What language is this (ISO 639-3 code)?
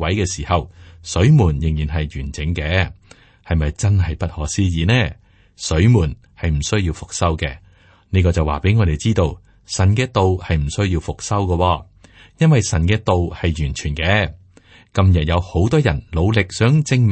yue